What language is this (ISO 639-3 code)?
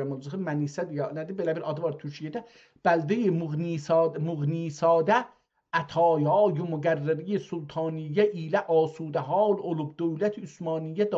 azb